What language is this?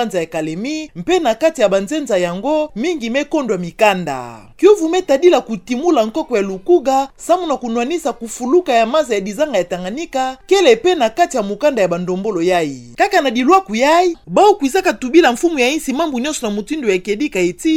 Kituba (Democratic Republic of Congo)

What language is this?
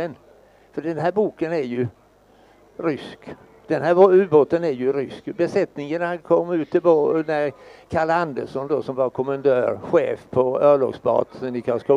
Swedish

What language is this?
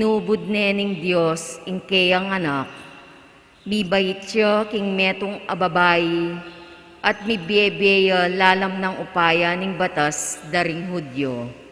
Pampanga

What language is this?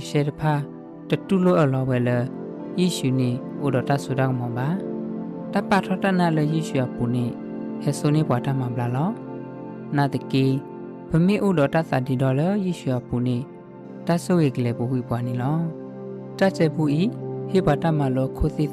S'gaw Karen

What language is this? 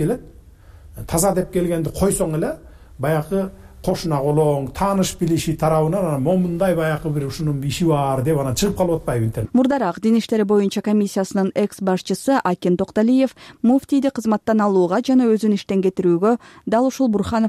Kyrgyz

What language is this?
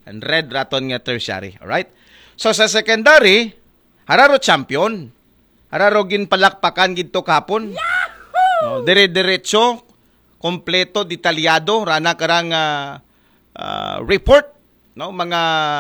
Aklanon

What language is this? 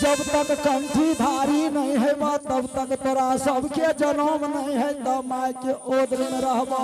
Angika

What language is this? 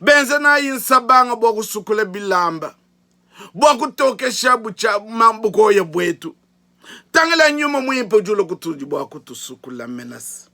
Luba-Lulua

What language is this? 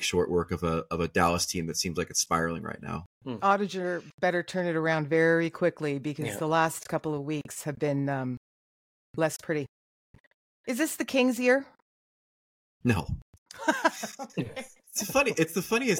English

